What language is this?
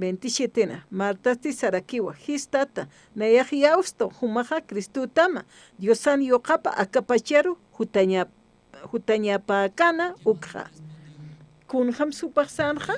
Aymara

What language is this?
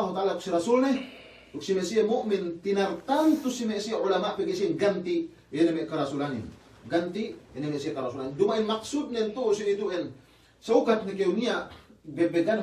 Yakan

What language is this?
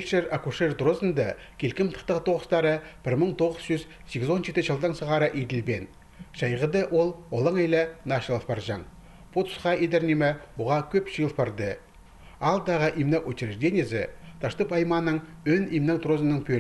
Khakas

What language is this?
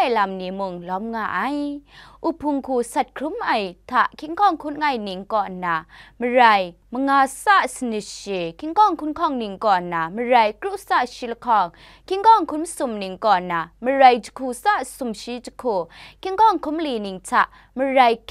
Kachin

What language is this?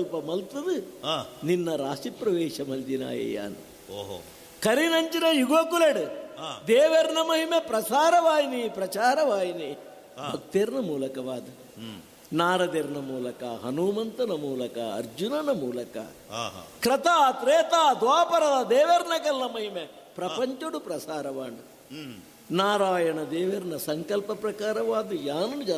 Tulu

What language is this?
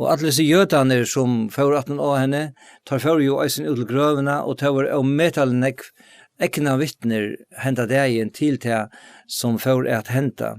Faroese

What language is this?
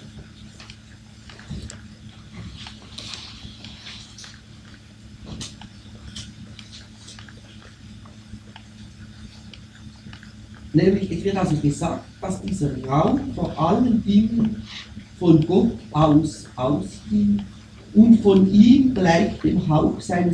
German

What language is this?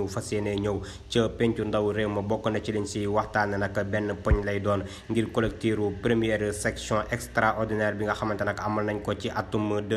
Wolof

